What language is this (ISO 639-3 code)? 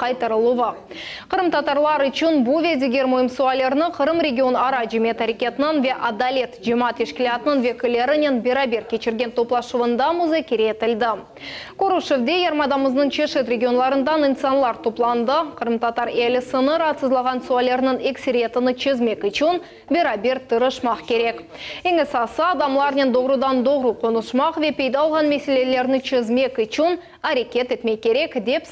crh